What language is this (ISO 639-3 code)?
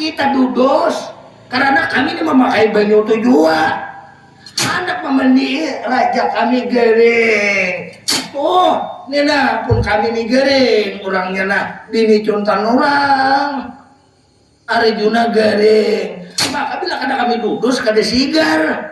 bjn